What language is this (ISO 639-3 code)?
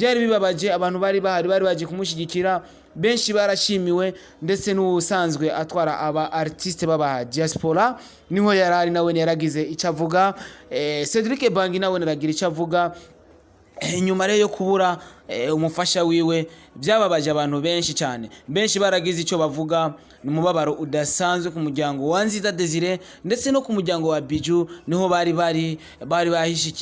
run